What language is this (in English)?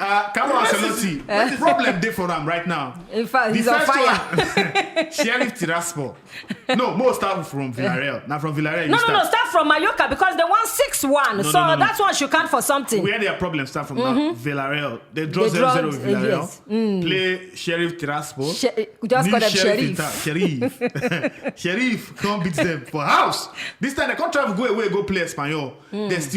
Nigerian Pidgin